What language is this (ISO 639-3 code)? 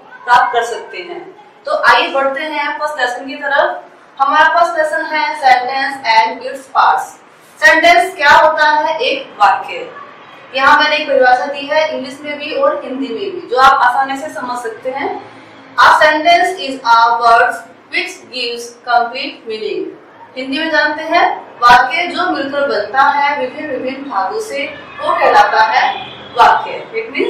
hin